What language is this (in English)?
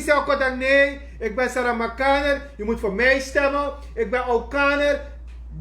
Sranan Tongo